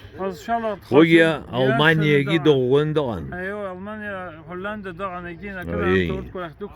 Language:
Abkhazian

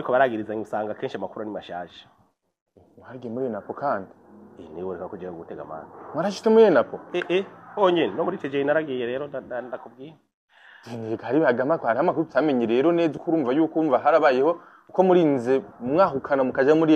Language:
Rundi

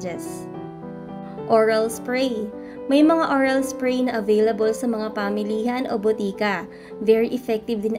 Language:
Filipino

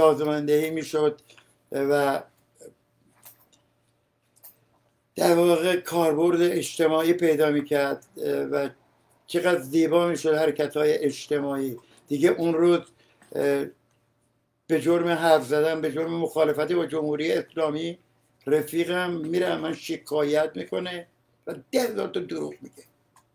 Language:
Persian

